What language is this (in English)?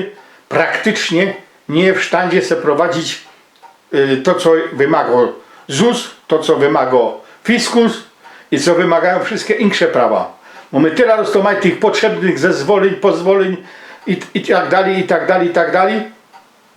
Silesian